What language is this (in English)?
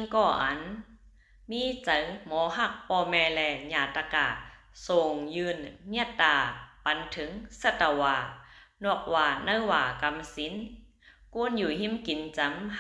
Shan